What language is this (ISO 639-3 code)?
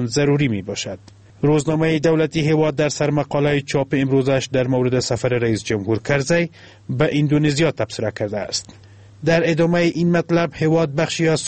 fas